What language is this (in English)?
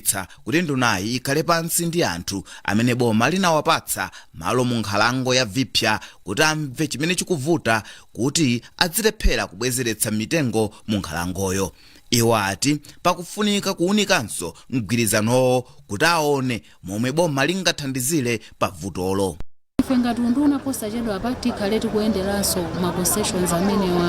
Nyanja